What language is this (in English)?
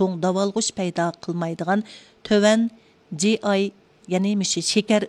Uyghur